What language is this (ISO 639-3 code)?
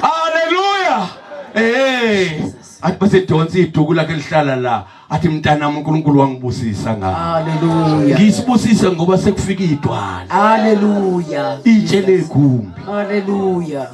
zul